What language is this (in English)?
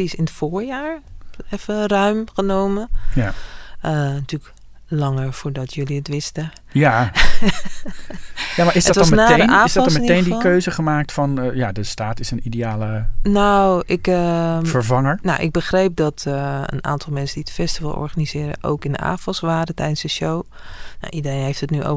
Dutch